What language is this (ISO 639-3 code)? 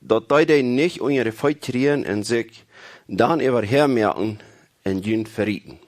pdt